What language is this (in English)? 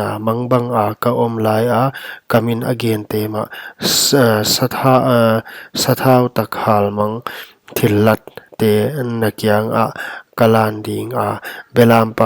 Paite Chin